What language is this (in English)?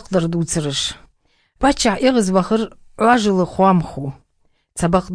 Chechen